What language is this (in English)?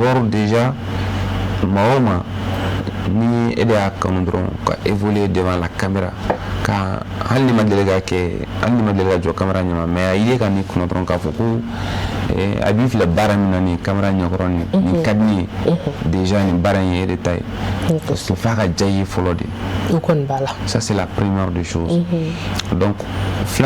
Bambara